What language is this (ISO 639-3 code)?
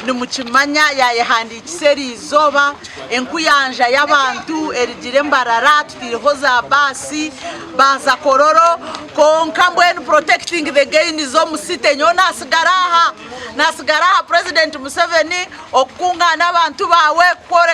nyn